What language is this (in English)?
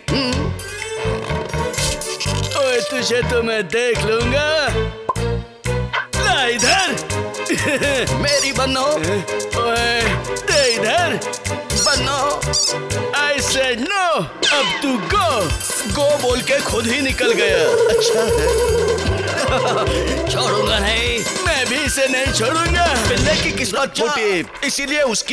Hindi